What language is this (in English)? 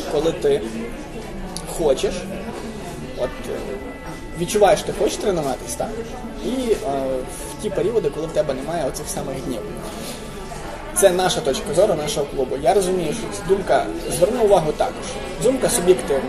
Ukrainian